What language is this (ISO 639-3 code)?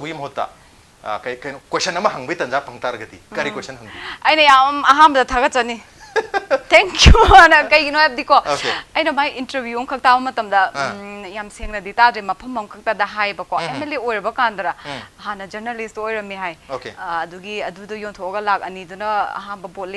mni